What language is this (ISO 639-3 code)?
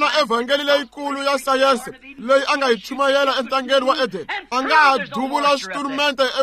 tso